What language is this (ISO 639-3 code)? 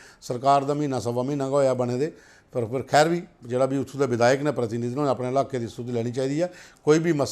doi